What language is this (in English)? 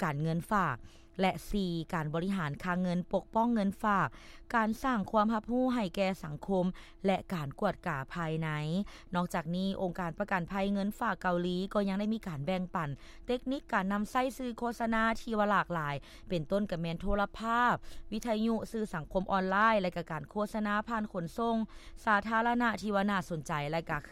Lao